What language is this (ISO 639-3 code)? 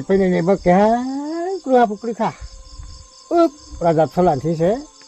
ria